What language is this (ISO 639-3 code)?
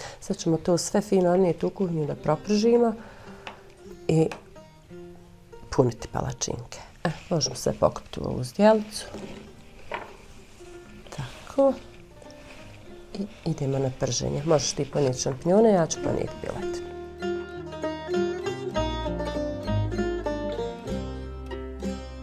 bos